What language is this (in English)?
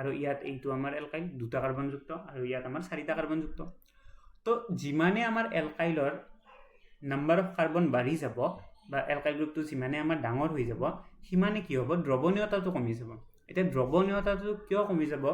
Assamese